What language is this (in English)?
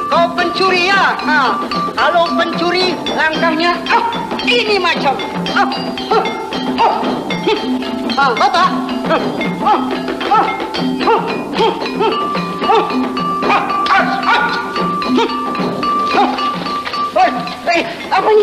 Malay